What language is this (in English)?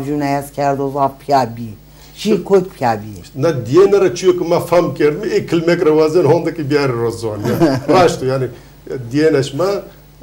Zaza